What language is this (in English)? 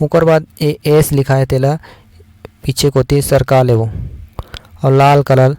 Chhattisgarhi